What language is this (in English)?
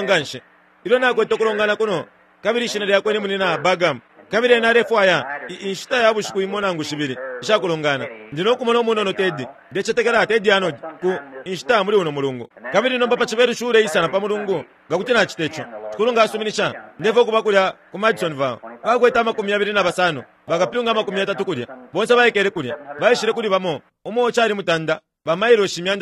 Bemba